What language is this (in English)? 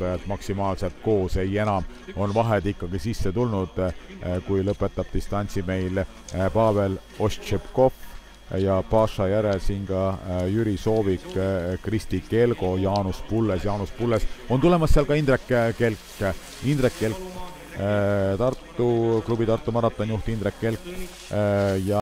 Estonian